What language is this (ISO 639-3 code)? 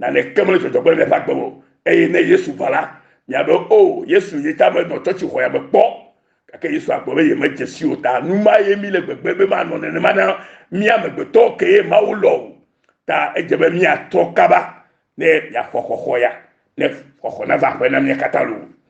ewe